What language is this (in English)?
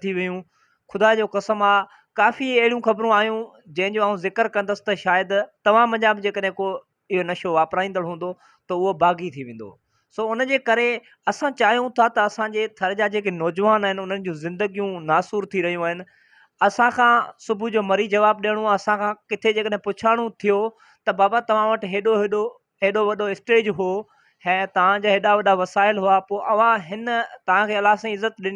Sindhi